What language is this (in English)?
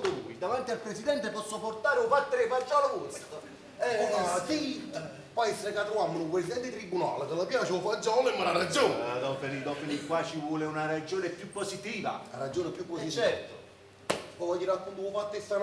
Neapolitan